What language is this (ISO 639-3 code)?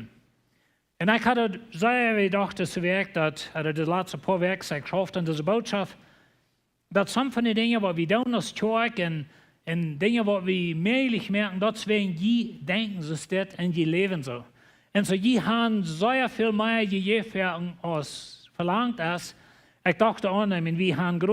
pdt